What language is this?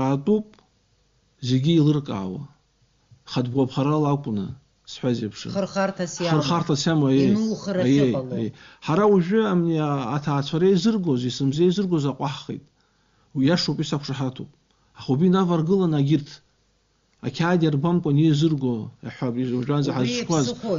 Abkhazian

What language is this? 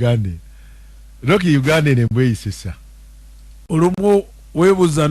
Ganda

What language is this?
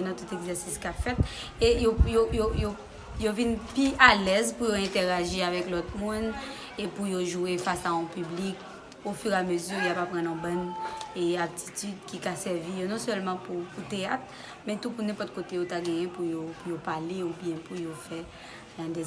Haitian Creole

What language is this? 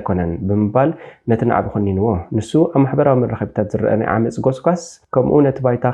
Tigrinya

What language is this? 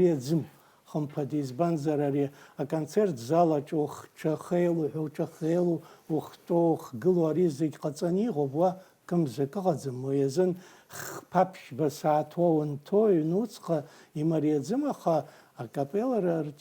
Abkhazian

